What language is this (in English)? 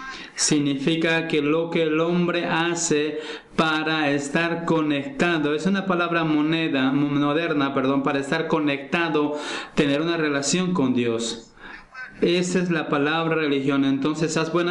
Spanish